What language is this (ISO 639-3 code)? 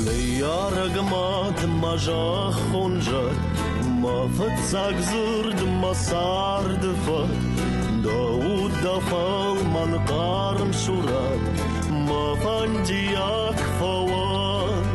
oss